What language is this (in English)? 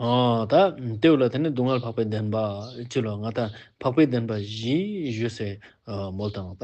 Ladakhi